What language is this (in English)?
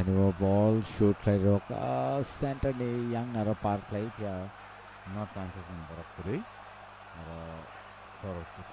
Kok Borok